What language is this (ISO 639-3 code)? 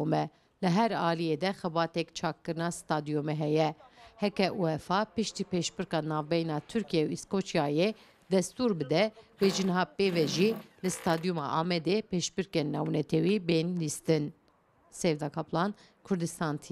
kur